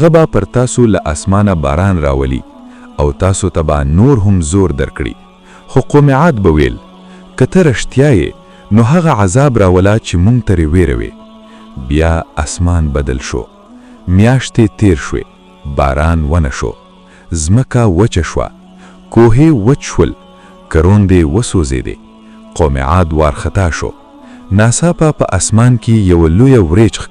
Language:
Pashto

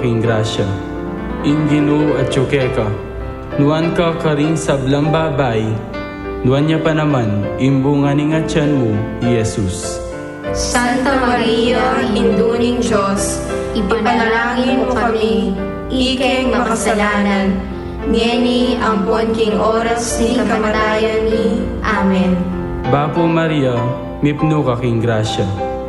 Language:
Pampanga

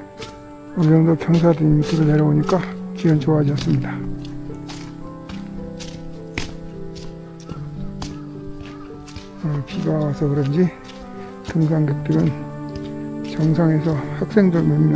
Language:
Korean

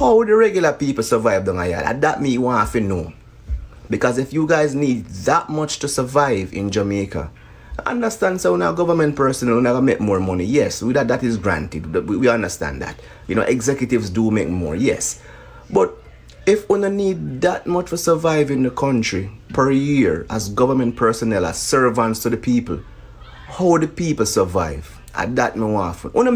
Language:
Jamaican Creole English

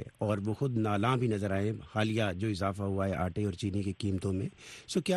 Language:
Urdu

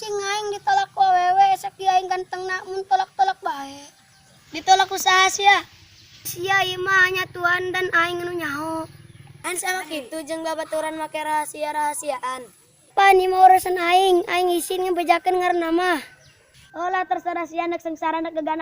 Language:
Sundanese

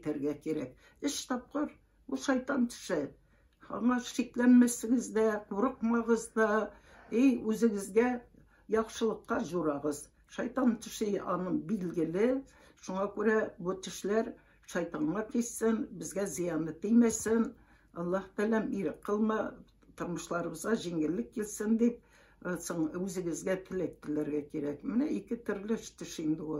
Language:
Tatar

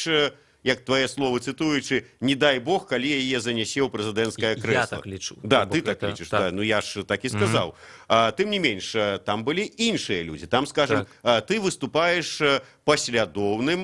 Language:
Belarusian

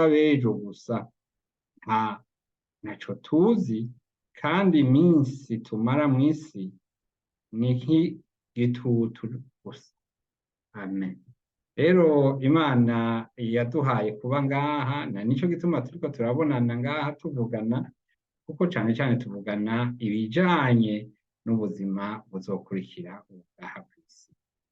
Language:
Rundi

